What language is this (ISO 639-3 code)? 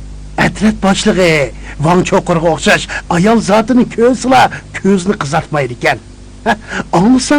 uig